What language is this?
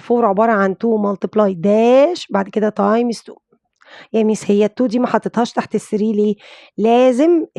Egyptian Arabic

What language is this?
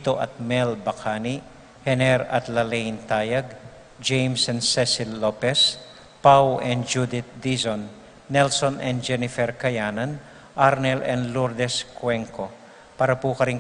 Pampanga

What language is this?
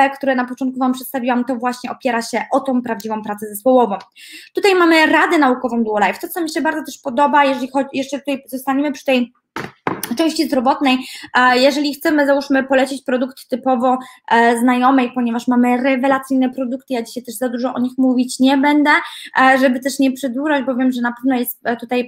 Polish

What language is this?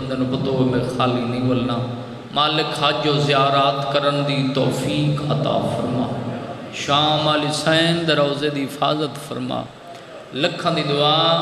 Saraiki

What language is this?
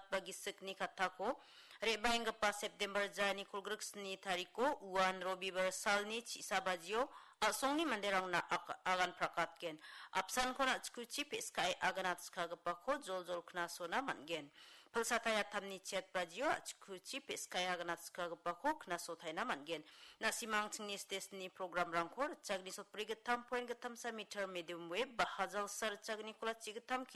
Garo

